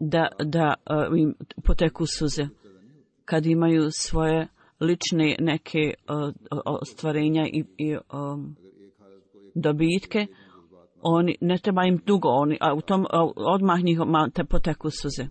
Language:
Bosnian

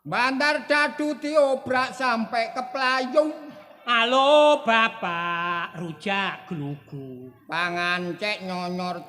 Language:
Javanese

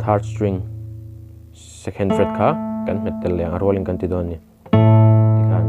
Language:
Mizo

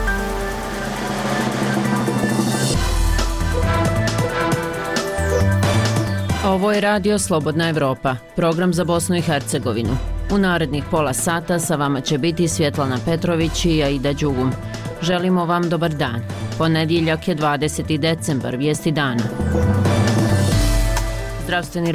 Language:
Bosnian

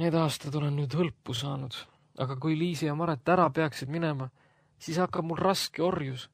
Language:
Estonian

